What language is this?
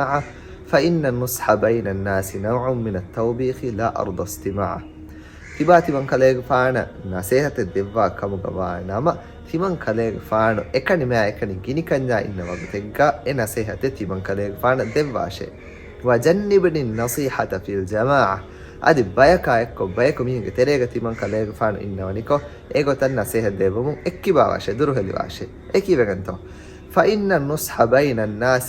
Divehi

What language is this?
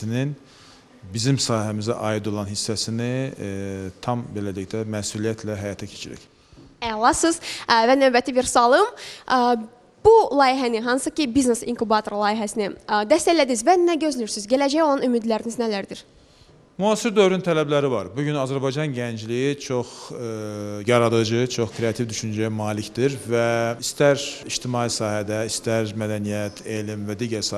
Azerbaijani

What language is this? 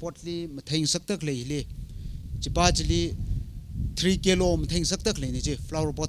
Tangkhul Naga (India)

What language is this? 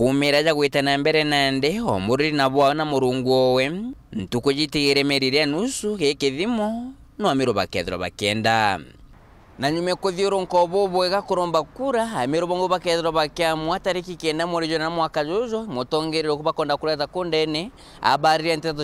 Meru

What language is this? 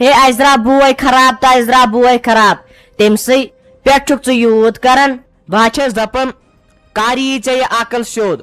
Kashmiri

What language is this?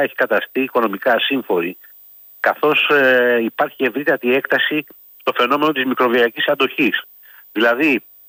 Greek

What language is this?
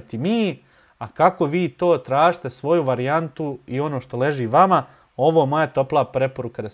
Bosnian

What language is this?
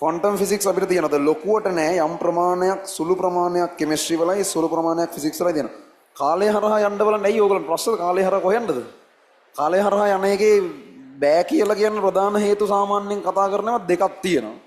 Sinhala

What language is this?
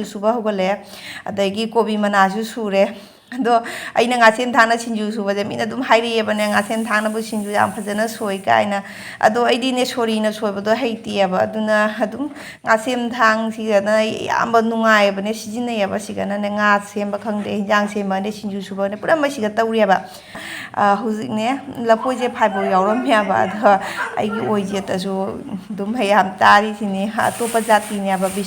Manipuri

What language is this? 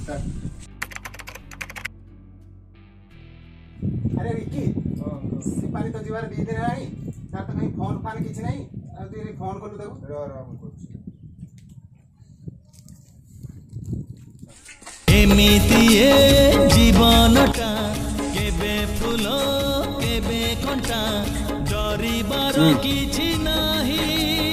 Odia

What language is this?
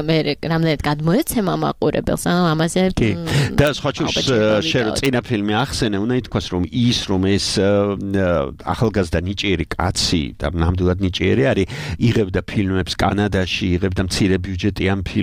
Georgian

